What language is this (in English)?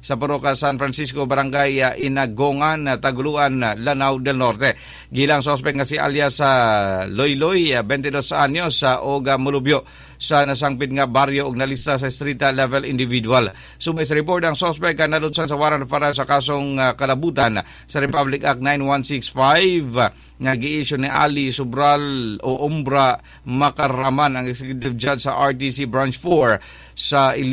Cebuano